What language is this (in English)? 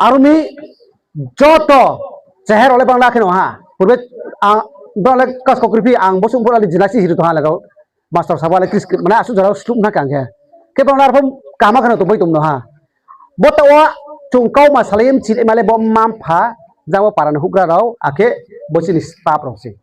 Riang (India)